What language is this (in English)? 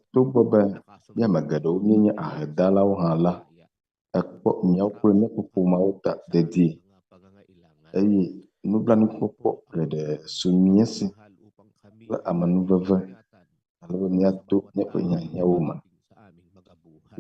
Ewe